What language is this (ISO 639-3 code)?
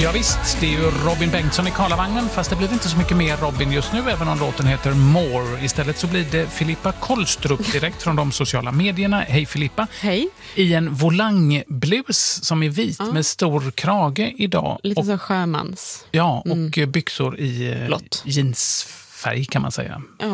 swe